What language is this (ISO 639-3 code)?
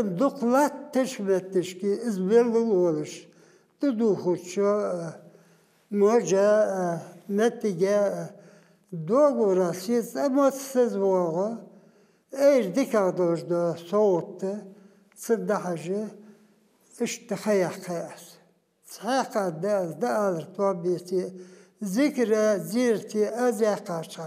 inh